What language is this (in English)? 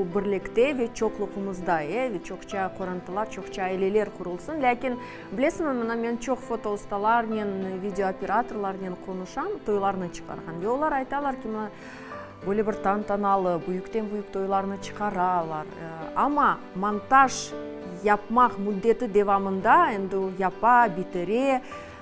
Crimean Tatar